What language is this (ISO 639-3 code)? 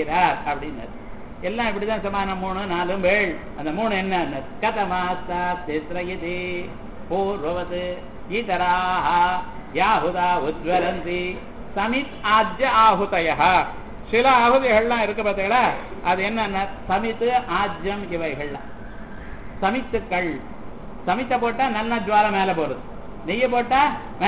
tam